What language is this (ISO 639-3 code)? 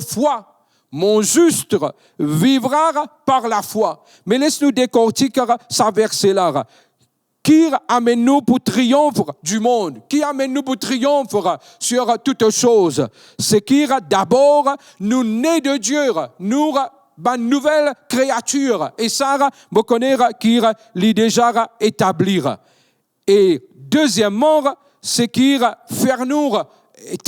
mfe